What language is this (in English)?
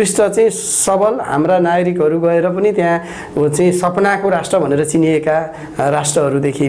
Nepali